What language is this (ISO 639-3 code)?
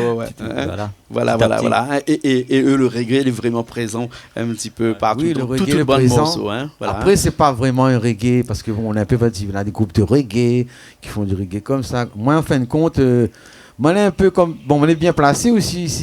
rcf